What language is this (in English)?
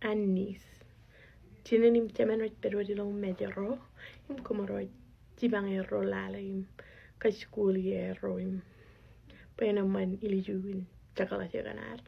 Marshallese